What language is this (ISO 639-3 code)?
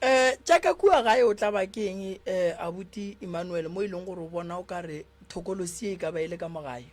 nso